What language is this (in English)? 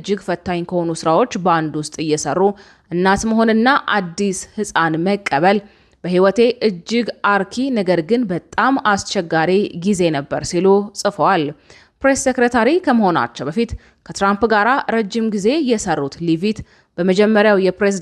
Amharic